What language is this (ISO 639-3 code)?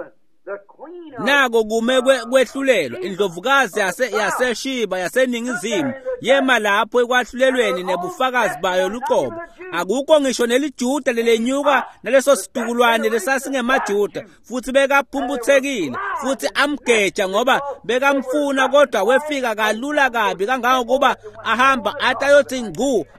ssw